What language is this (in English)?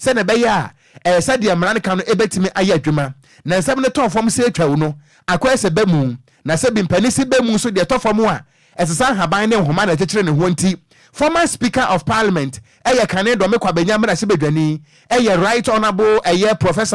Akan